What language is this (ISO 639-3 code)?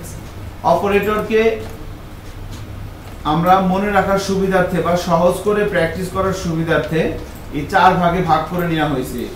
ben